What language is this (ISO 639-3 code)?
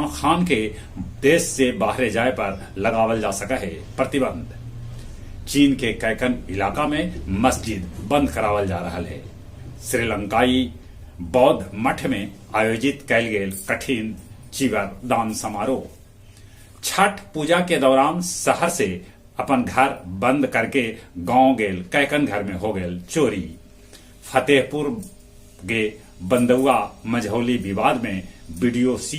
mag